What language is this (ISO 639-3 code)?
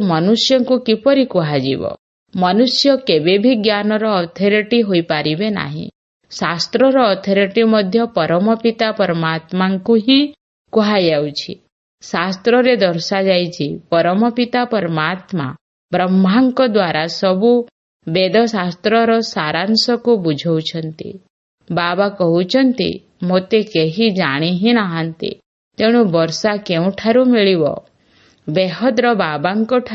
ori